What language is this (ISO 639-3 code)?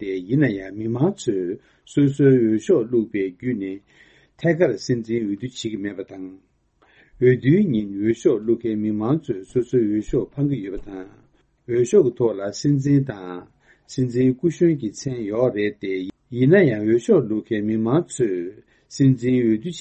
bod